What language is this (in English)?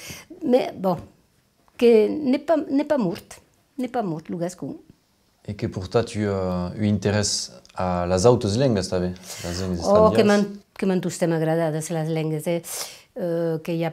Occitan